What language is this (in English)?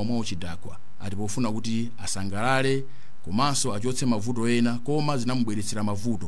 Nyanja